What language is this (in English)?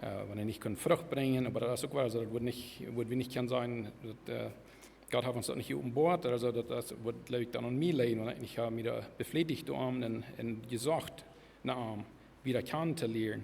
Plautdietsch